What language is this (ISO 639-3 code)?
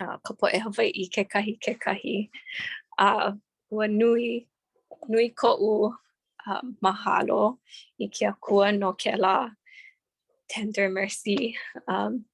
haw